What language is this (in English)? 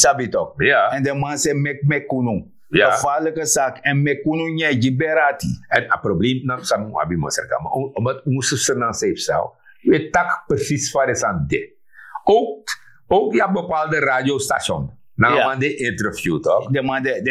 Sranan Tongo